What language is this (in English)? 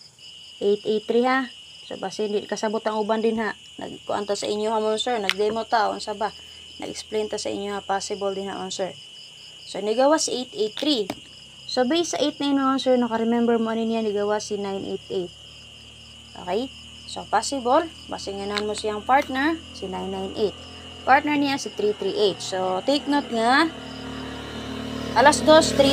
Cebuano